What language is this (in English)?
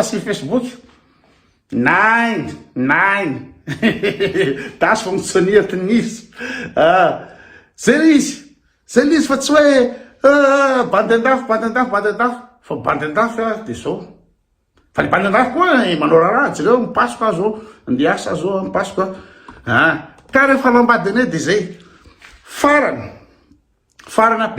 Malagasy